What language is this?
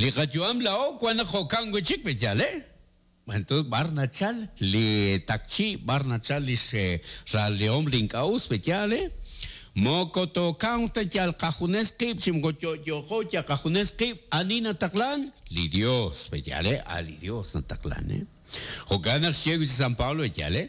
Kekchí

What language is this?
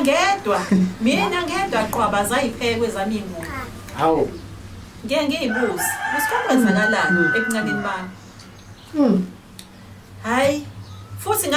Zulu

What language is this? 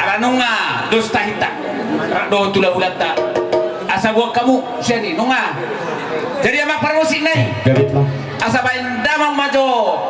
Batak Toba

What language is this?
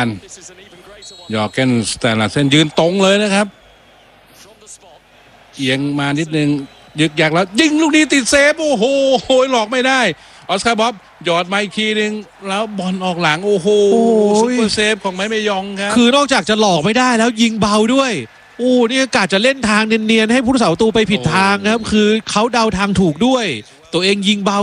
Thai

